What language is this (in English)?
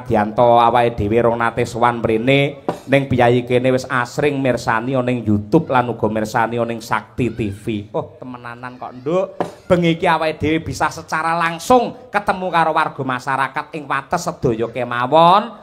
Javanese